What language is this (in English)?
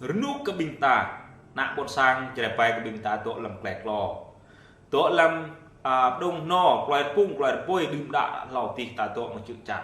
Jarai